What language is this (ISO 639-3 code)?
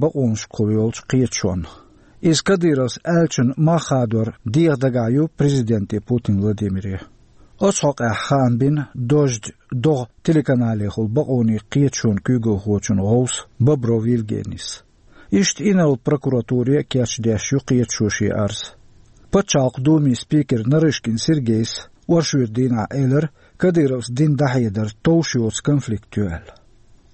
che